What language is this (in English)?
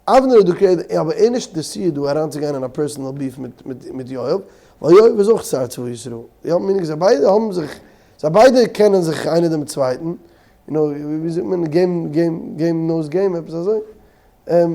Yiddish